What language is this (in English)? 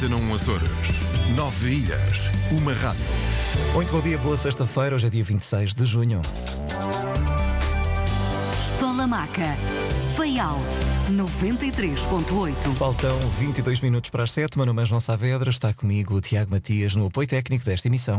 Portuguese